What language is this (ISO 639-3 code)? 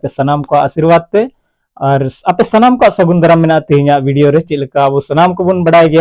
sat